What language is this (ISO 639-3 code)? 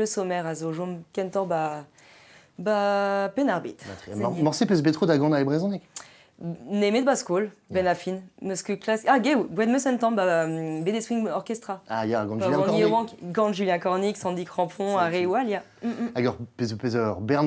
bre